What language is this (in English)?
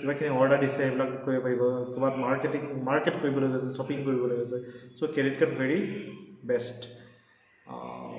Assamese